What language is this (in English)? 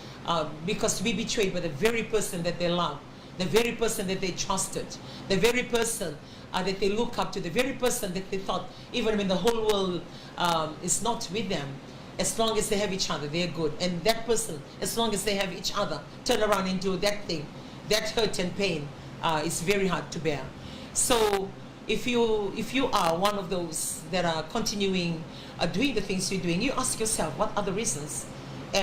Fijian